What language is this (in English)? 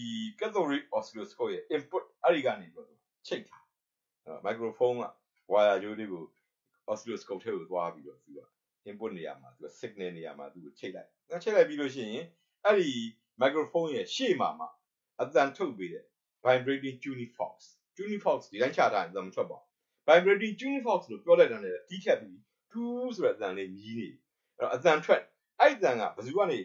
Burmese